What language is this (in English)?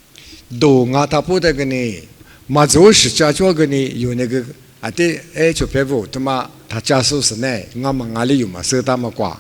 Lisu